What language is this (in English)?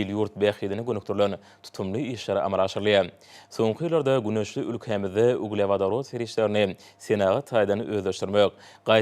Turkmen